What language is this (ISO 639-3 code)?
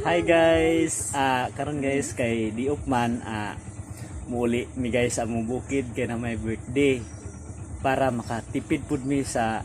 ceb